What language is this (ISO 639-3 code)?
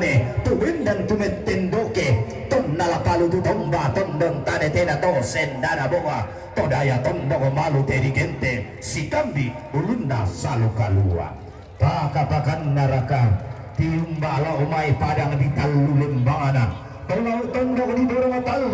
sda